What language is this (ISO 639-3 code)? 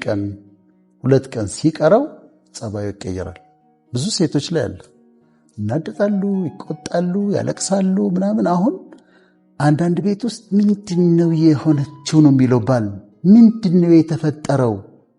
amh